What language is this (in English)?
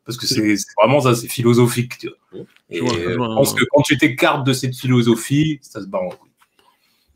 French